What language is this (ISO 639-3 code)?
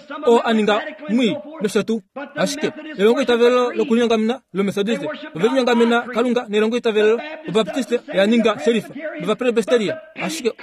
kua